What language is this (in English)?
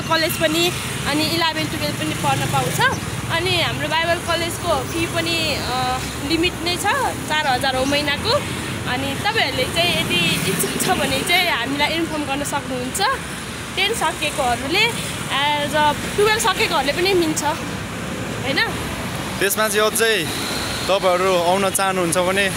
Nepali